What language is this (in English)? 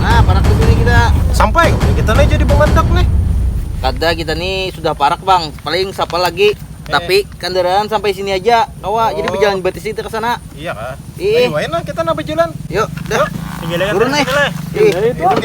Banjar